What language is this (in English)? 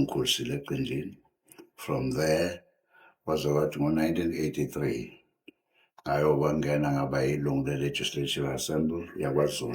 Zulu